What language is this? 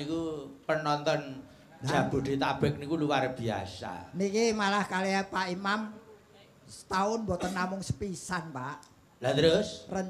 Javanese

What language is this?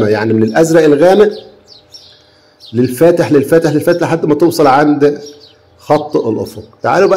Egyptian Arabic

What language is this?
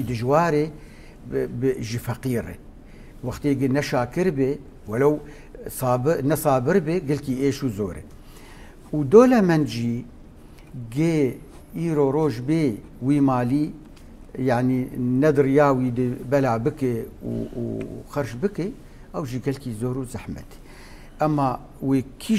Kurdish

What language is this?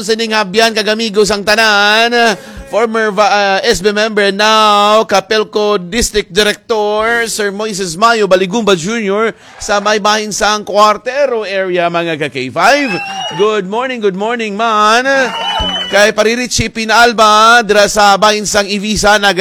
Hiligaynon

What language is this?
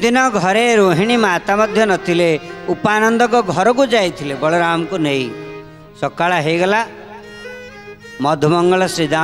Odia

